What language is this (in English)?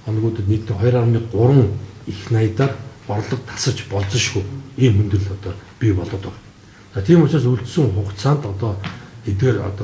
Mongolian